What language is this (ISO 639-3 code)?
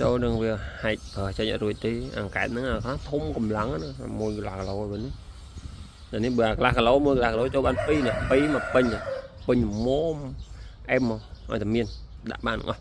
khm